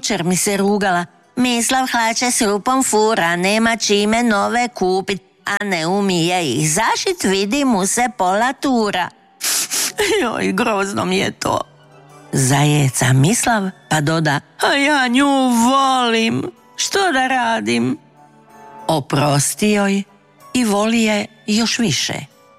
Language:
Croatian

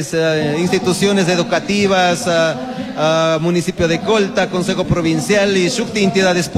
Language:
Chimborazo Highland Quichua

